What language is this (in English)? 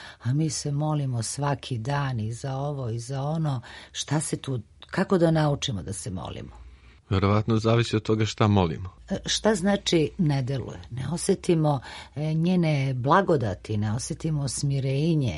Serbian